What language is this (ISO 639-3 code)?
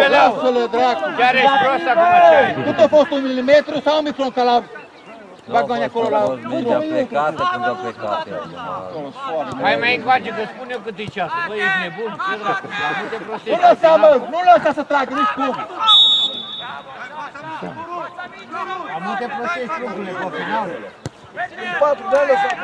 ron